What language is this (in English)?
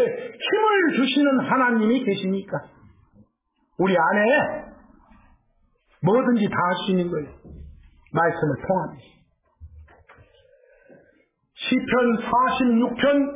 Korean